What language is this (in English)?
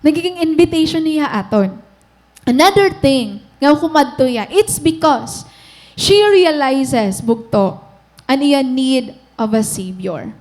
Waray